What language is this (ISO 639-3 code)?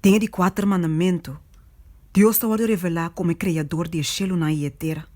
pap